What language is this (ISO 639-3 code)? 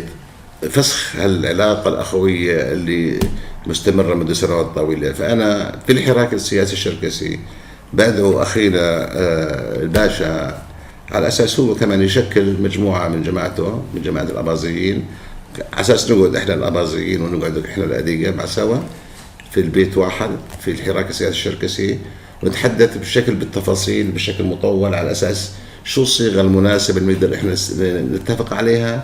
apc